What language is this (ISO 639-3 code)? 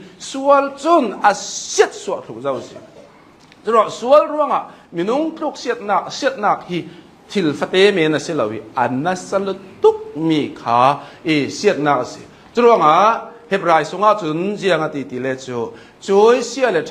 cnh